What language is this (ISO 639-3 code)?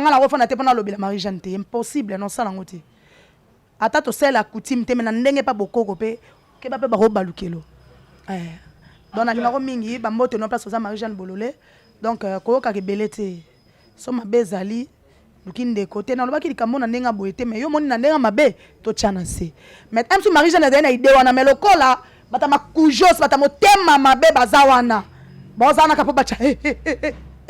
lin